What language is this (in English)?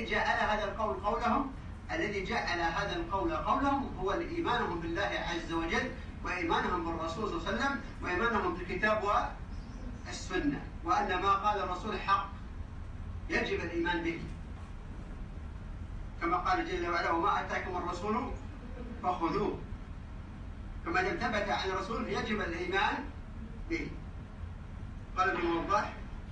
Arabic